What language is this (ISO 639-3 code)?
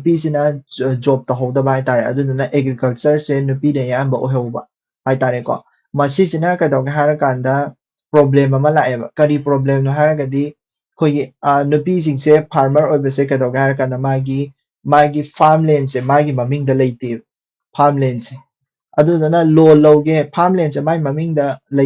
mni